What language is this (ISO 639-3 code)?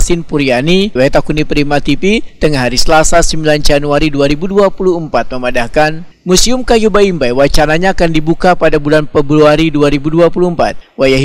bjn